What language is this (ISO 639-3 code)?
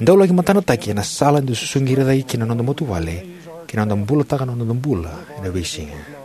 fij